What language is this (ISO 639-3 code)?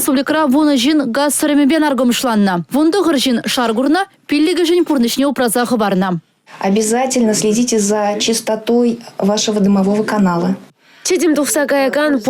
chv